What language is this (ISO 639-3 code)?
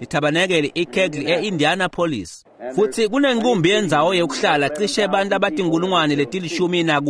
ssw